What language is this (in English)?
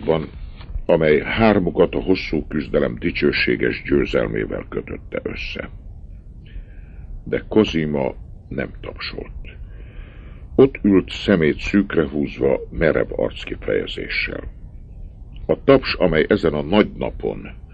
Hungarian